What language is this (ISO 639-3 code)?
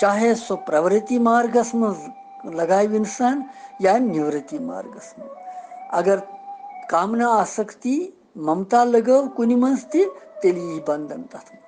kas